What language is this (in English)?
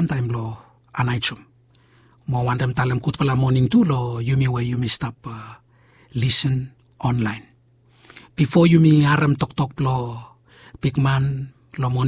Bislama